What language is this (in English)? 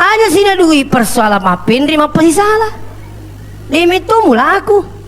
Buginese